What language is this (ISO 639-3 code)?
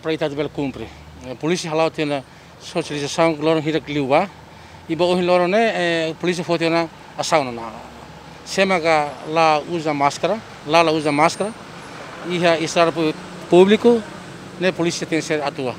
tet